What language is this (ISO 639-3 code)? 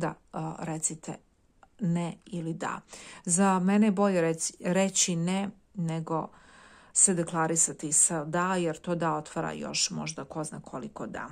srp